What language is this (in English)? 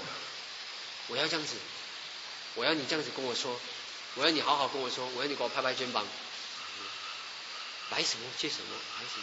Chinese